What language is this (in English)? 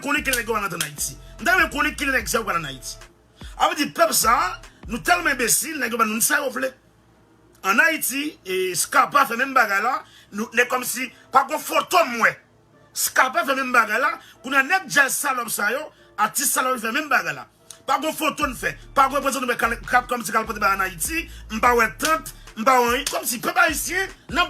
Haitian Creole